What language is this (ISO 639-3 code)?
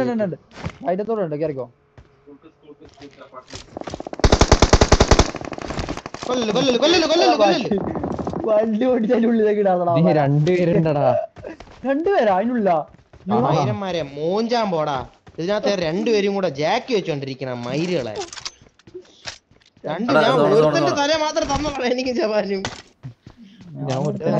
mal